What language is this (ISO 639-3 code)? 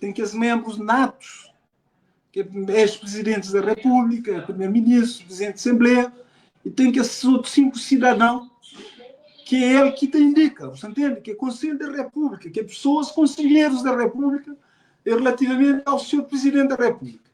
kea